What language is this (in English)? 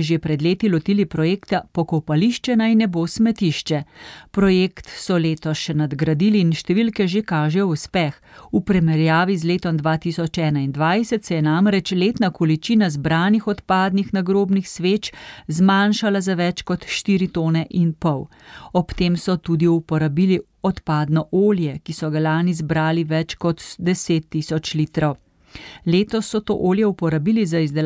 Slovenian